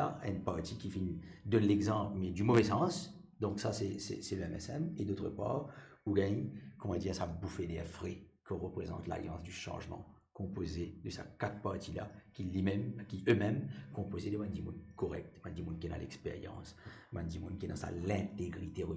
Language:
Morisyen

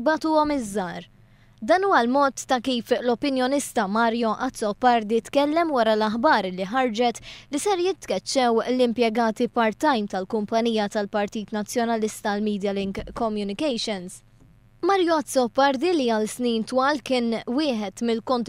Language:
Maltese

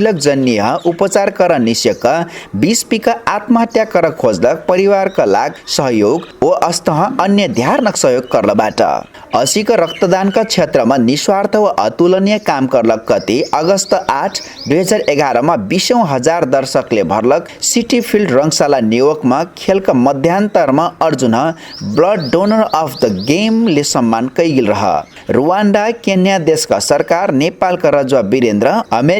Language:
Dangaura Tharu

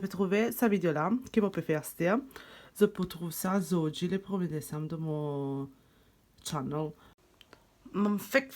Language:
Morisyen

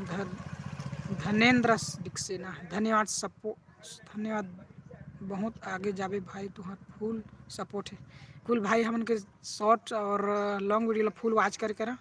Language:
Chhattisgarhi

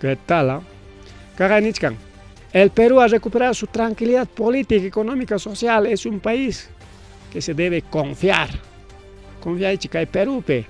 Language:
Ayacucho Quechua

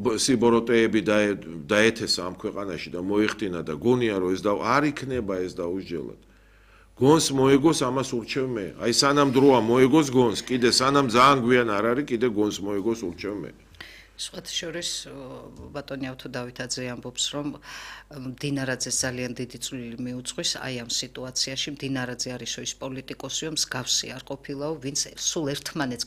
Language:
Georgian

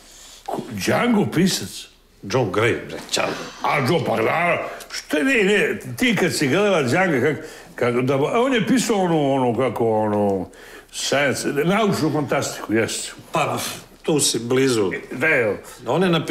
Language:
Serbian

